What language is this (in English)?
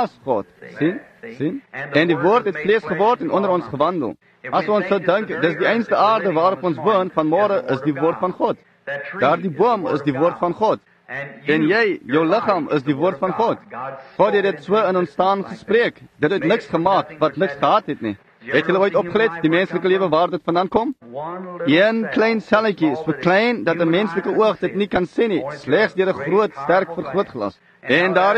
Afrikaans